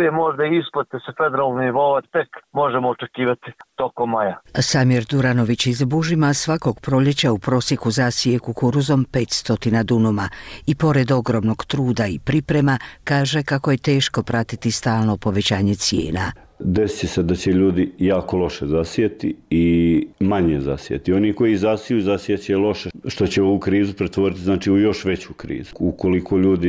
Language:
Bosnian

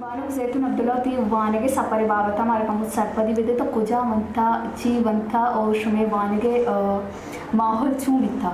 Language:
Baluchi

